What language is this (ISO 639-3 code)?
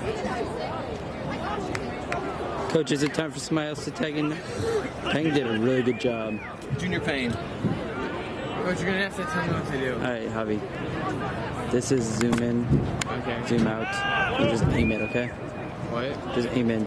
eng